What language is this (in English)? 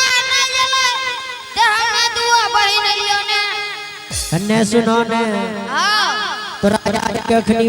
Angika